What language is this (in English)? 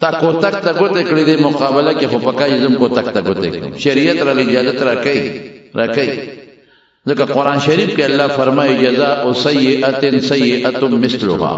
Pashto